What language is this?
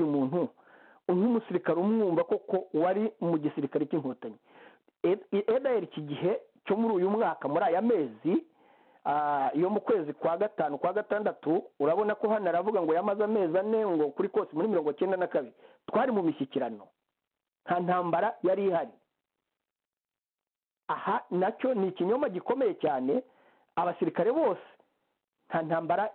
Kinyarwanda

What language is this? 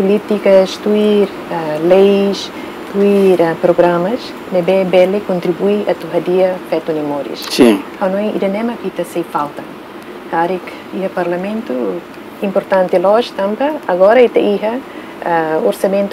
Tetum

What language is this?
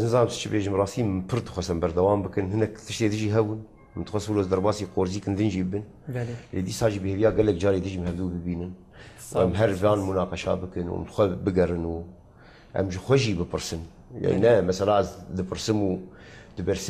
Kurdish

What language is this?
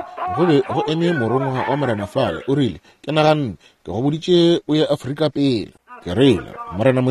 Northern Sotho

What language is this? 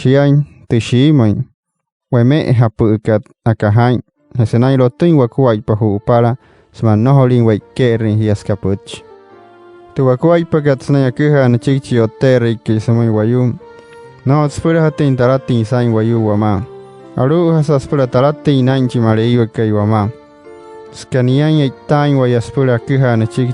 Wayuu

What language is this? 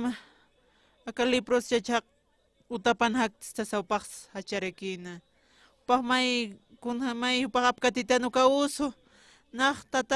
Aymara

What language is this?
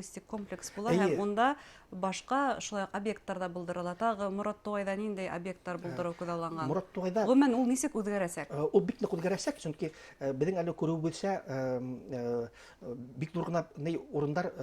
Bashkir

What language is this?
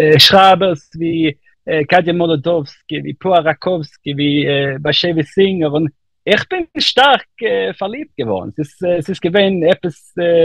Yiddish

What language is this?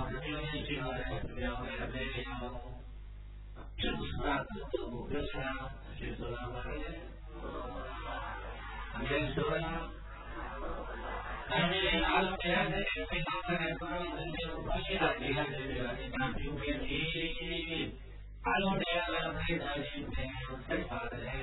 Burmese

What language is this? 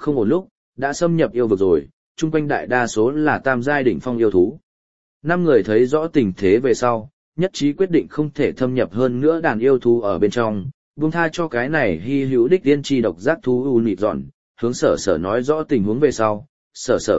Vietnamese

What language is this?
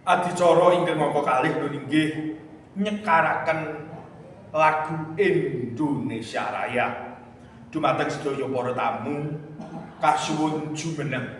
Javanese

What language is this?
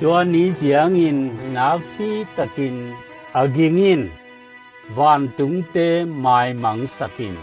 Tedim Chin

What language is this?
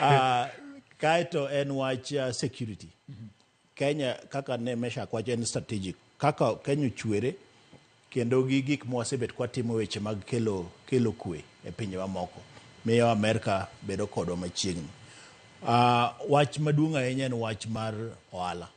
Luo (Kenya and Tanzania)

